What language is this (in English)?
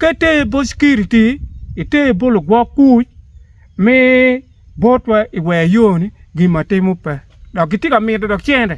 Acoli